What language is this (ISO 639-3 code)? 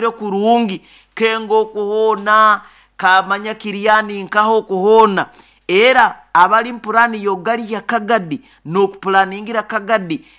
nyo